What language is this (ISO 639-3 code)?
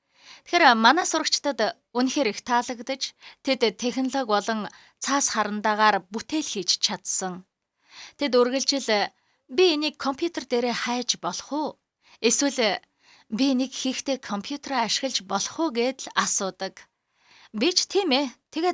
mon